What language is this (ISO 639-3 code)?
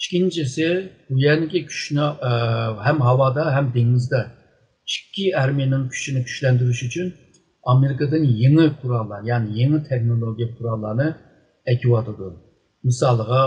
uig